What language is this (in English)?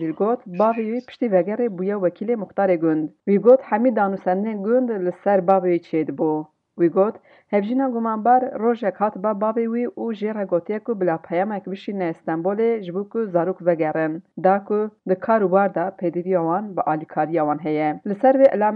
Kurdish